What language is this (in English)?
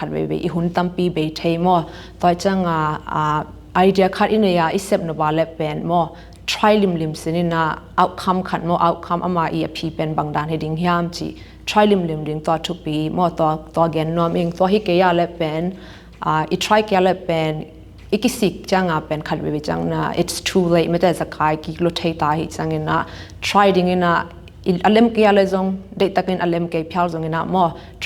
Tedim Chin